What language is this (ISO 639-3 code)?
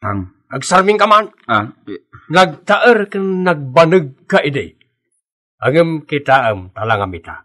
ilo